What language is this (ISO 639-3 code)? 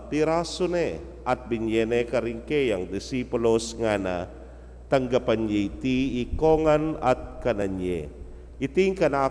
pam